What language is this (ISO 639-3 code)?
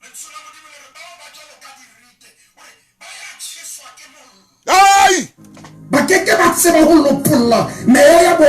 sot